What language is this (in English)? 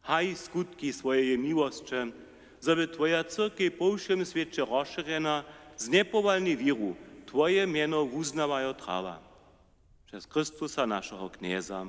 Upper Sorbian